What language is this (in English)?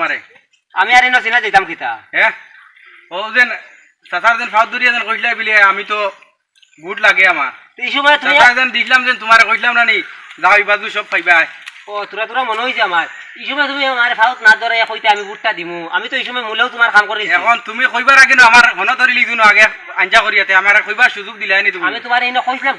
Sylheti